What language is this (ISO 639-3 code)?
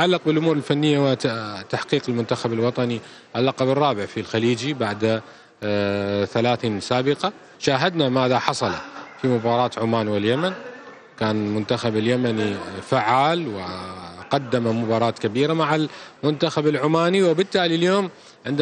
acm